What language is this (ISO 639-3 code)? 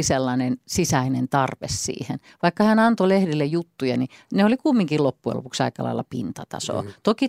fin